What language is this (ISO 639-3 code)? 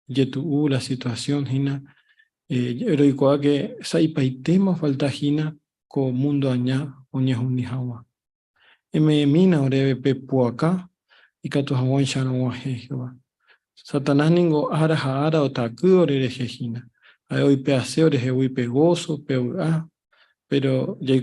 grn